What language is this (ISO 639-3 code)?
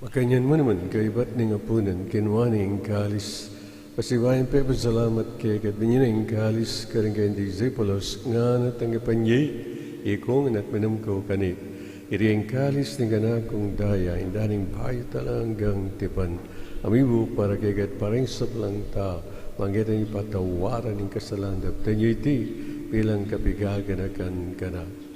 pam